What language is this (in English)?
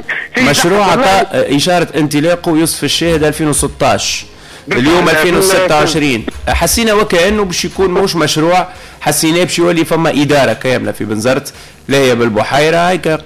Tunisian Arabic